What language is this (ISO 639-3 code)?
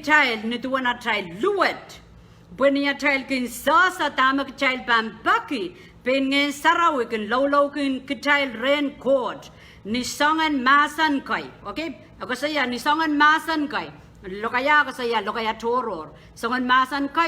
pon